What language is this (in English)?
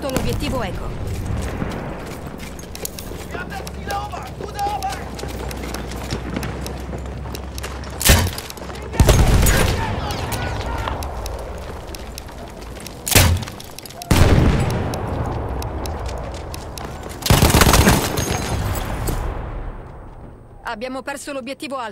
Italian